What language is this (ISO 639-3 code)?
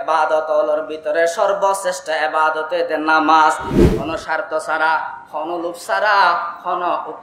rhg